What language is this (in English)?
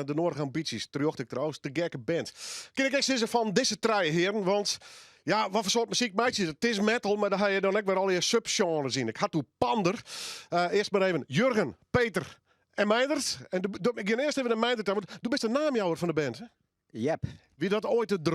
Western Frisian